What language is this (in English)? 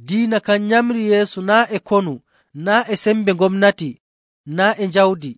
Nigerian Fulfulde